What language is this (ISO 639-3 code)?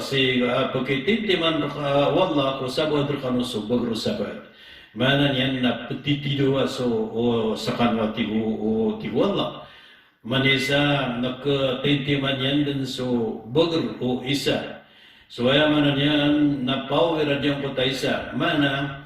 mrw